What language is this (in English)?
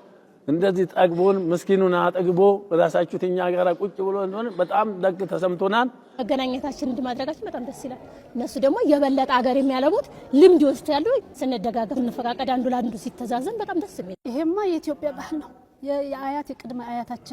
Amharic